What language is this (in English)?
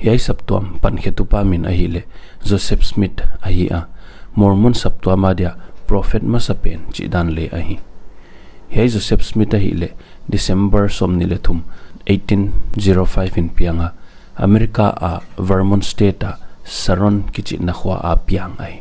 Paite Chin